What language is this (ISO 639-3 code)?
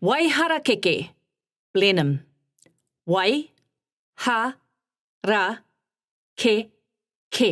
mri